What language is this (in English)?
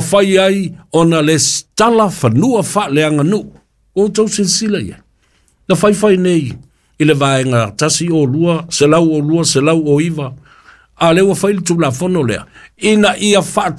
Samoan